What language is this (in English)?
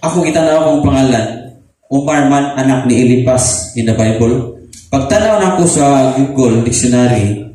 Cebuano